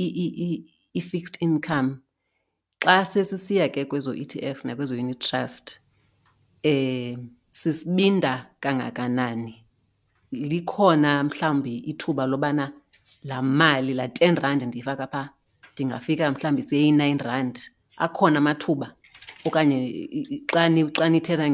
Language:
Xhosa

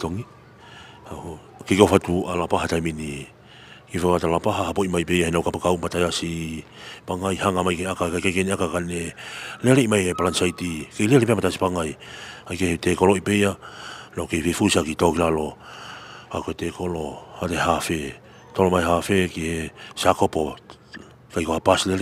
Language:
Tongan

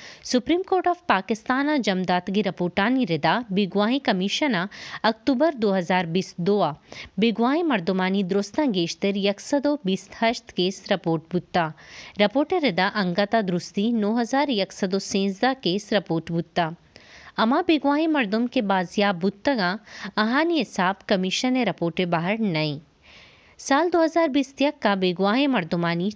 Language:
Baluchi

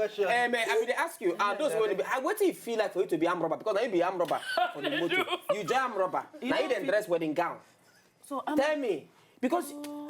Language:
Nigerian Pidgin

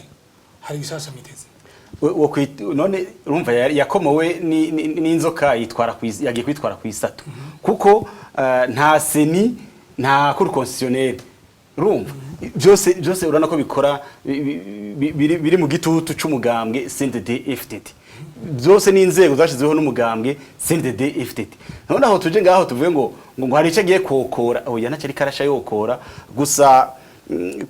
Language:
Rundi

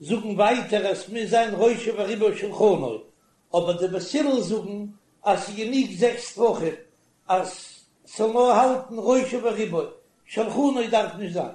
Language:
Yiddish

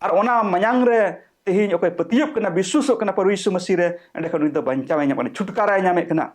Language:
Santali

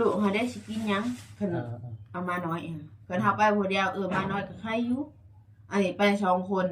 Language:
Lao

